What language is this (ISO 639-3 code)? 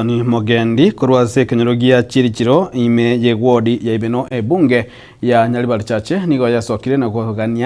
guz